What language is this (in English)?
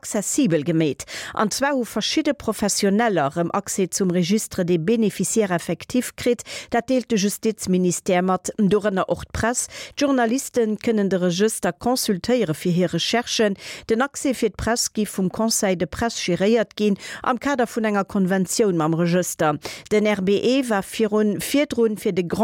Luxembourgish